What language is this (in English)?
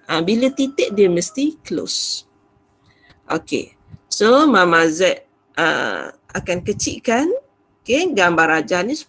Malay